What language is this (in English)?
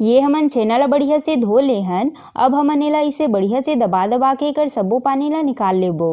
Chhattisgarhi